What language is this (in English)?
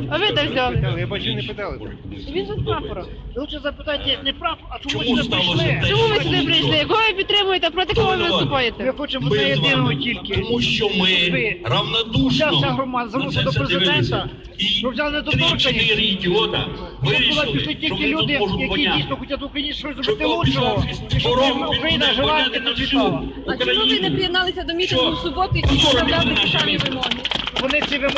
Ukrainian